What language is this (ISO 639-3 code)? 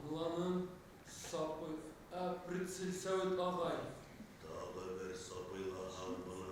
bak